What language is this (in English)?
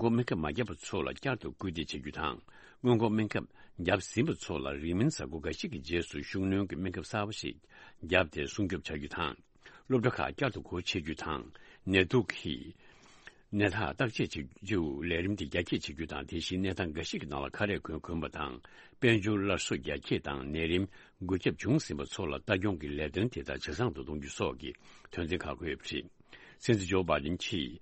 Tibetan